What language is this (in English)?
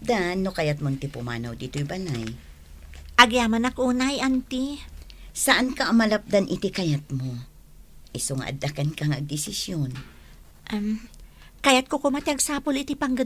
Iloko